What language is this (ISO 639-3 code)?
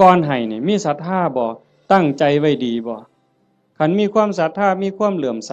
tts